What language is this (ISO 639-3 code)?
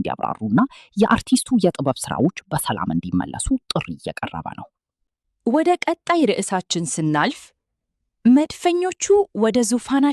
amh